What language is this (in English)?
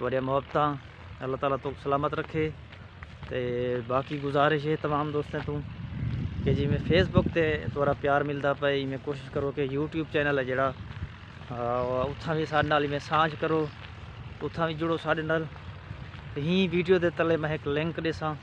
Saraiki